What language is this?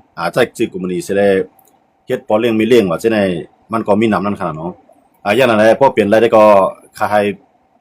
Shan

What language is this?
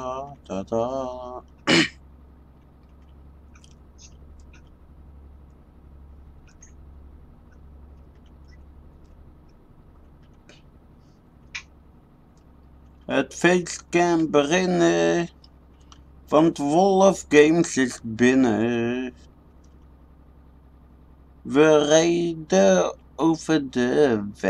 Dutch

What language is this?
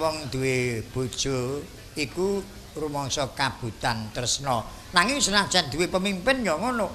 Javanese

